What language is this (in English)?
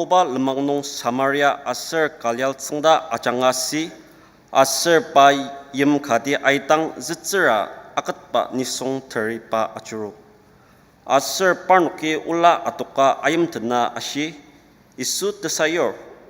Ao Naga